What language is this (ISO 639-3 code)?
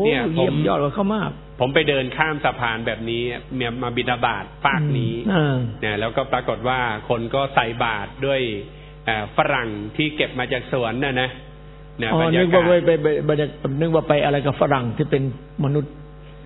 tha